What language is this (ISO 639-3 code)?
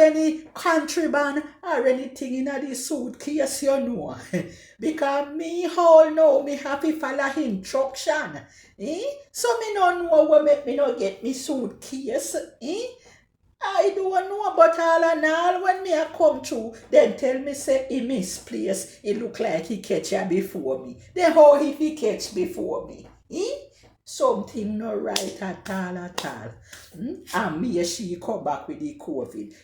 jam